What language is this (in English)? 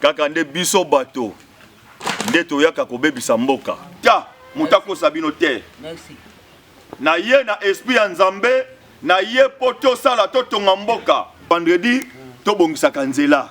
Lingala